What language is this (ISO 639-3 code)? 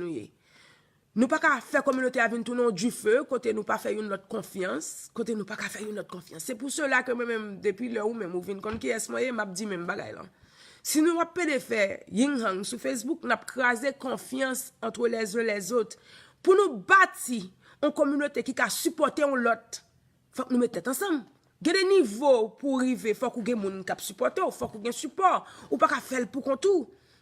hat